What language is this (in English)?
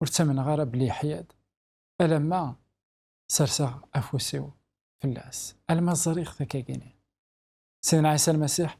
Kabyle